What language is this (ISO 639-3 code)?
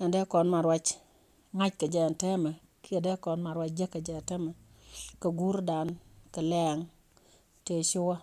nus